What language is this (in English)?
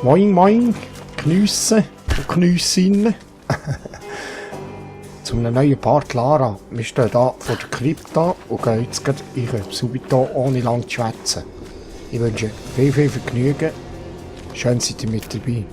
Swiss German